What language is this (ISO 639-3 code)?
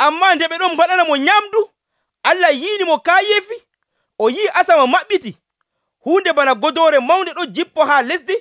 fuv